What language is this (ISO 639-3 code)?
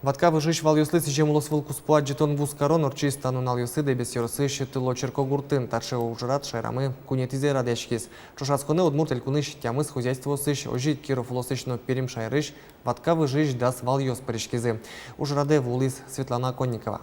udm